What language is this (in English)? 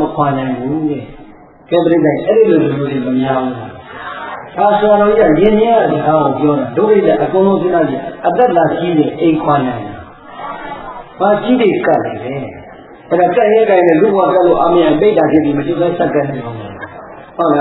Burmese